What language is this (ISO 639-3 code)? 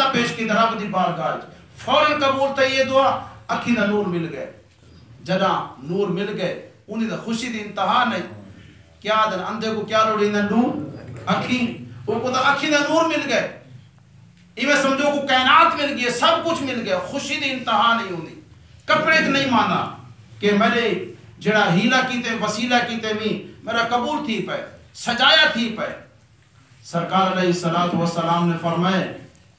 skr